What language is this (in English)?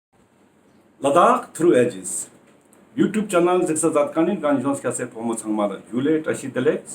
Ladakhi